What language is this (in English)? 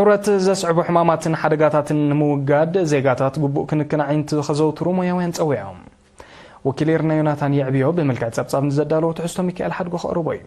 Tigrinya